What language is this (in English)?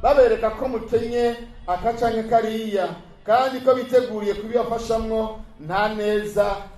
Rundi